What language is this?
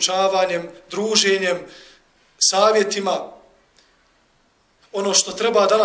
Bosnian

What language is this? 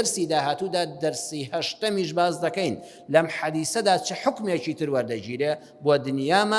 Central Kurdish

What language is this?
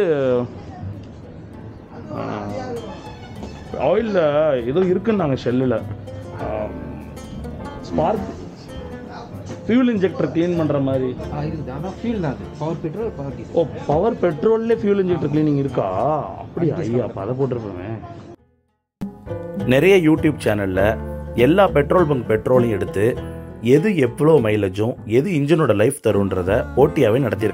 Tamil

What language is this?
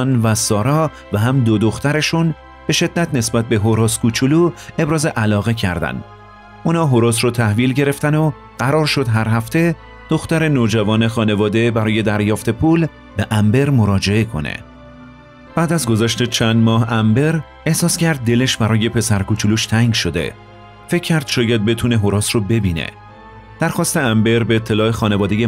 Persian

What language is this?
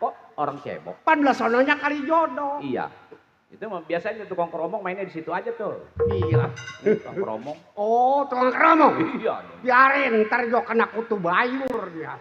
Betawi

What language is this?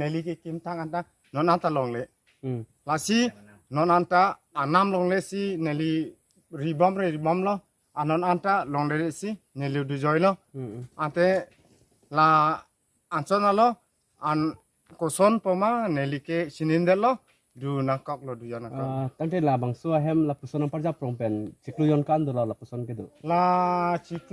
Karbi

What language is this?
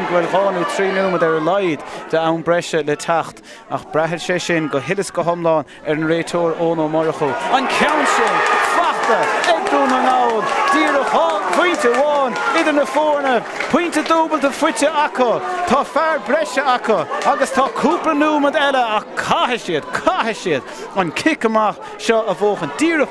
Irish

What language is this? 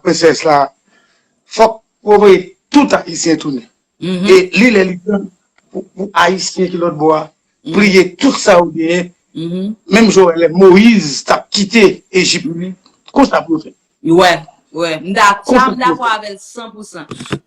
Haitian Creole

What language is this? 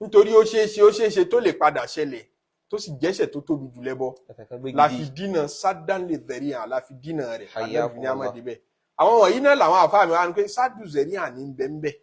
Yoruba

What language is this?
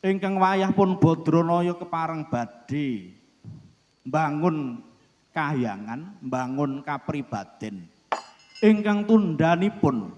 Javanese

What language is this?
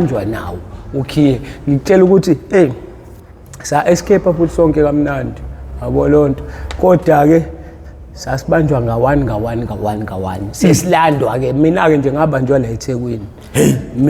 Zulu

